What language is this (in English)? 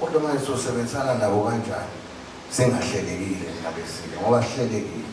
Zulu